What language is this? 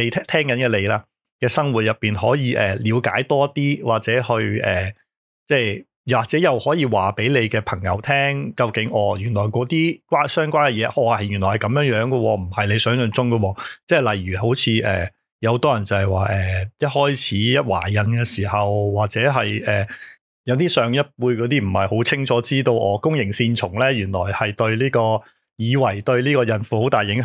Cantonese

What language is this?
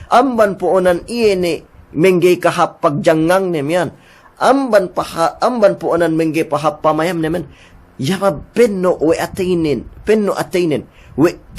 Yakan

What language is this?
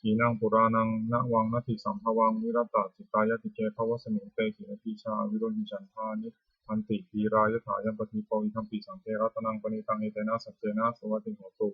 Pali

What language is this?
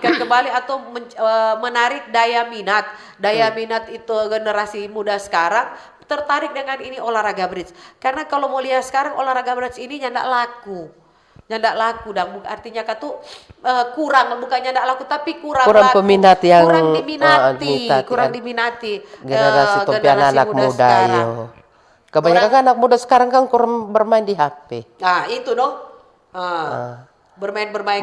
Manado Malay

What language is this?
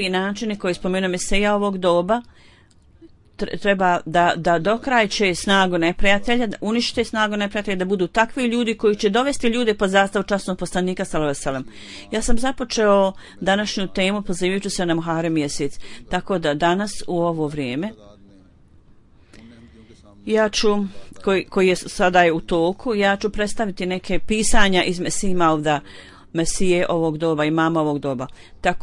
Bosnian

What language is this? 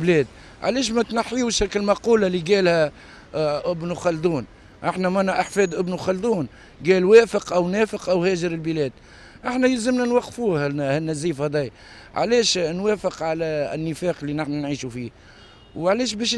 Tunisian Arabic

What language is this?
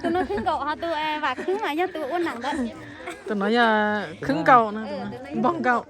Hmong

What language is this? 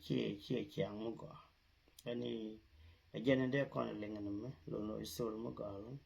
Nuer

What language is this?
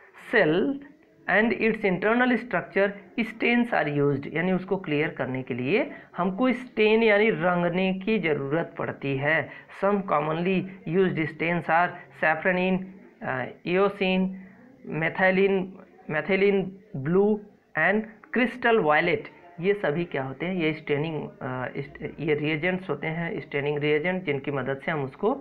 Hindi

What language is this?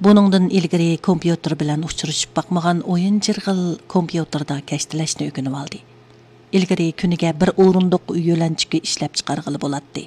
Uyghur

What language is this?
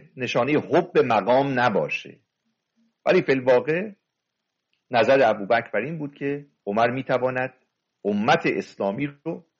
Persian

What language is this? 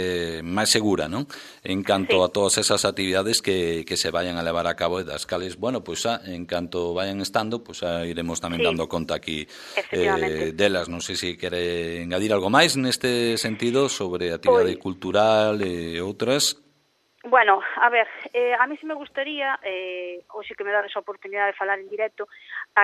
Galician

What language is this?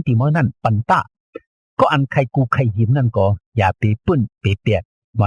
Shan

